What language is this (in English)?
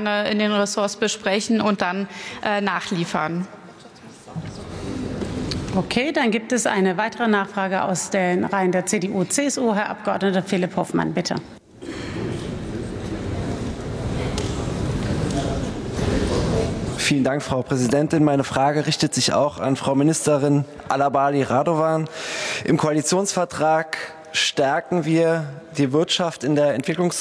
German